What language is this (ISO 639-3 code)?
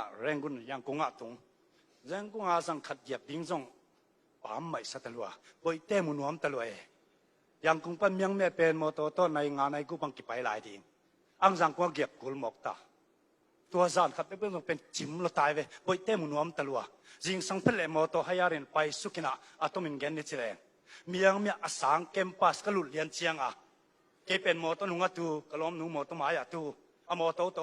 ctd